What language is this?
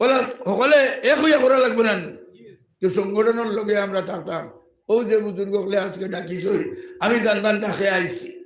Sylheti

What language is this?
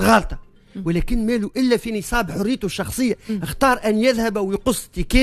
Tunisian Arabic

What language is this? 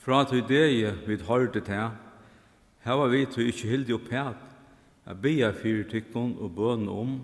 Faroese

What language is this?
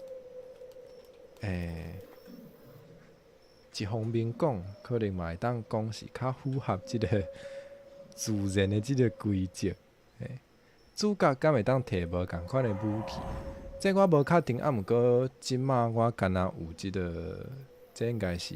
Min Nan Chinese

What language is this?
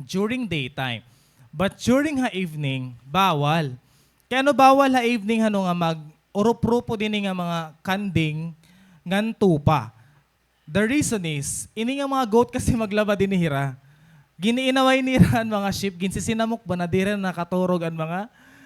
Waray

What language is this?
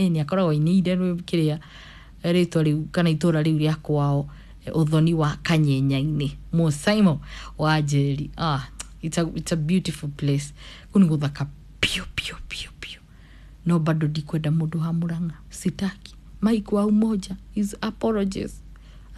Kikuyu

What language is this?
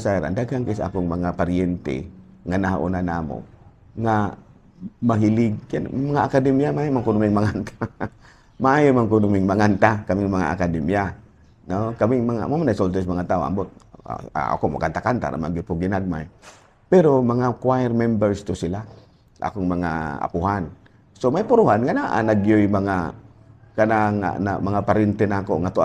Cebuano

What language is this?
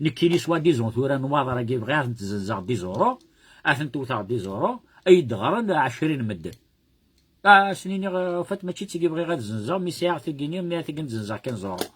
Kabyle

